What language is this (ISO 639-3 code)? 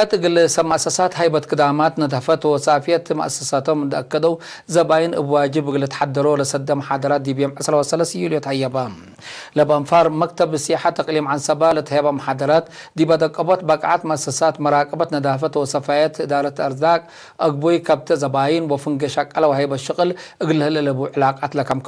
tig